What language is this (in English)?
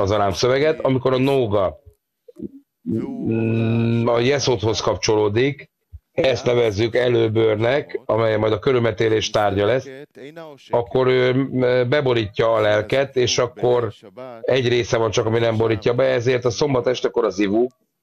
Hungarian